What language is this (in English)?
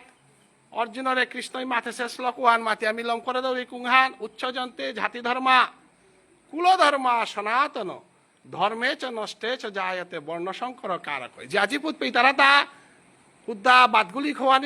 Bishnupriya